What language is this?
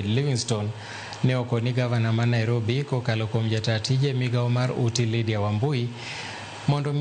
Luo (Kenya and Tanzania)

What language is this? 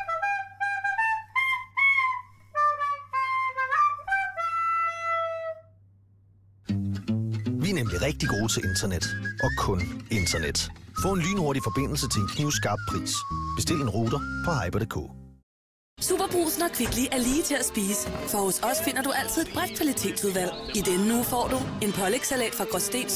Danish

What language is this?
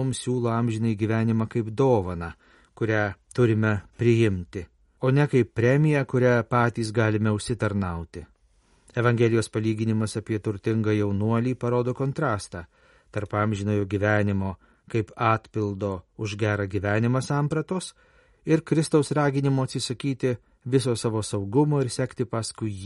Lithuanian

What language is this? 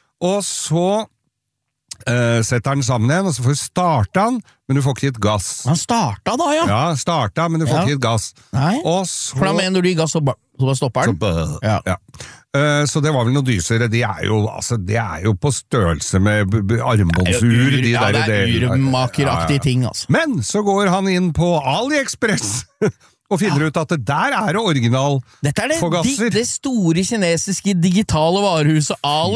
Norwegian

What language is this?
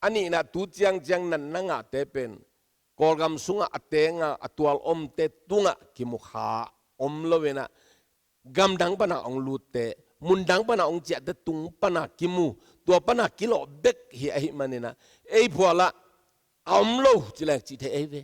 Tedim Chin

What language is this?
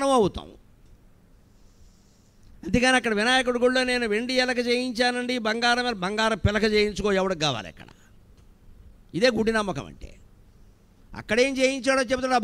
Telugu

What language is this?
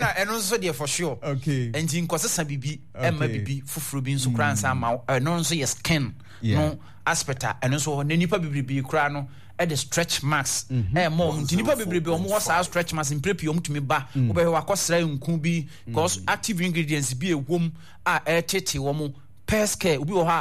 Akan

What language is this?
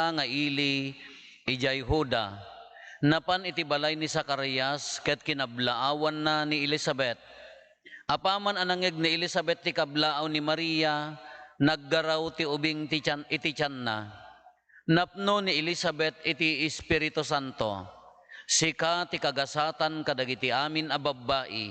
Iloko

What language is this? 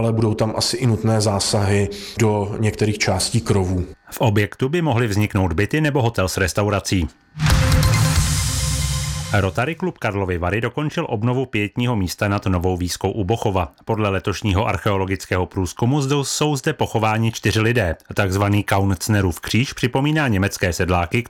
Czech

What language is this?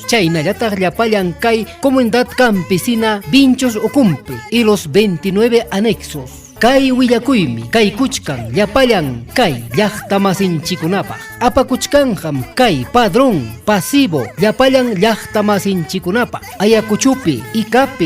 Ayacucho Quechua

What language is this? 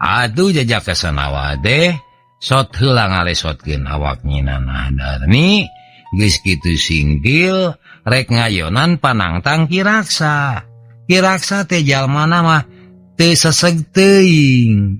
Sundanese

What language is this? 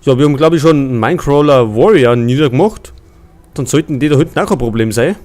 Bavarian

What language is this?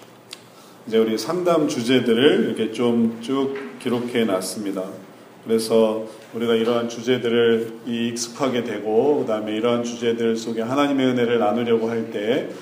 Korean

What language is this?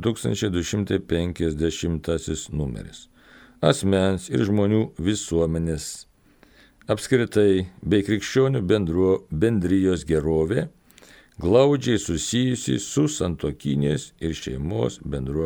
Lithuanian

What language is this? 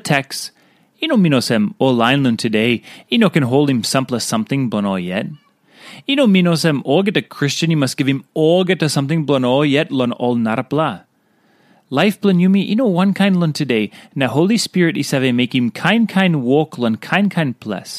Tok Pisin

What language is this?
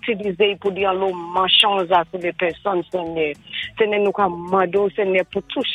Saint Lucian Creole French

